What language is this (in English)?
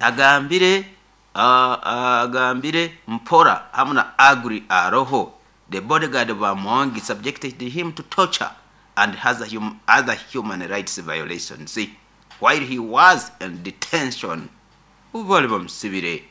Nyoro